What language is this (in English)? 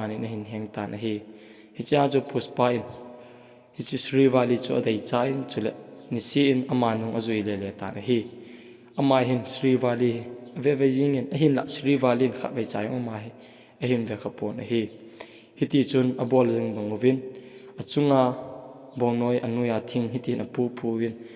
Thado Chin